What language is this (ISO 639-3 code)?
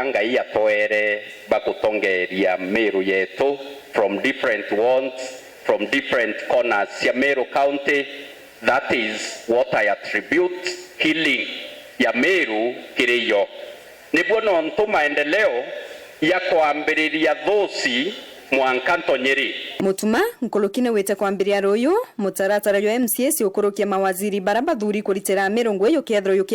mer